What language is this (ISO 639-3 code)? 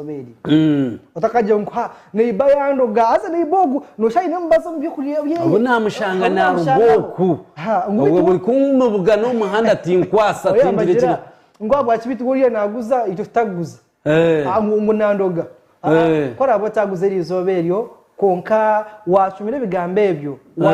nyn